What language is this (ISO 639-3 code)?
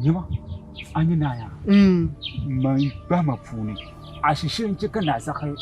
dag